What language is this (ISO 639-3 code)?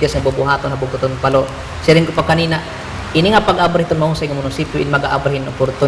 war